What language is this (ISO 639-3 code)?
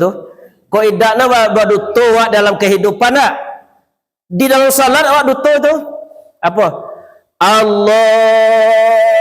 min